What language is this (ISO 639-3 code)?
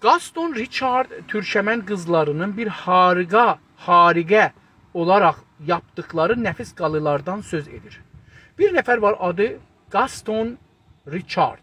azb